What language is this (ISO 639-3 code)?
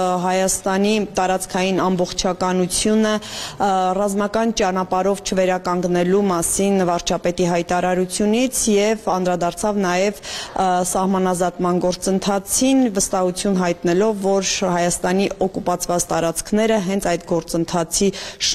hye